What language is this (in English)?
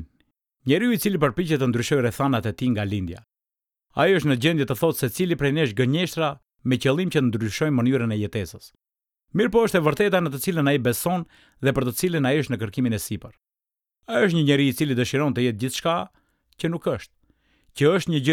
Albanian